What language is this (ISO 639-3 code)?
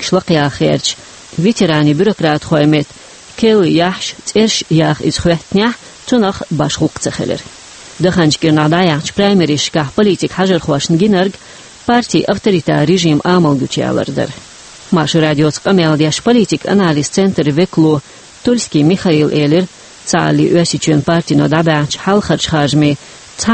che